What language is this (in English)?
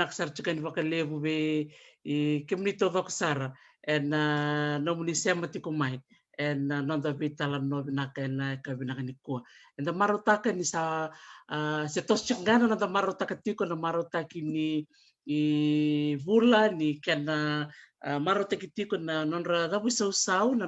Fijian